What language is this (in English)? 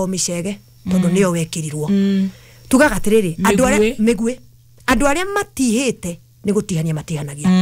Kikuyu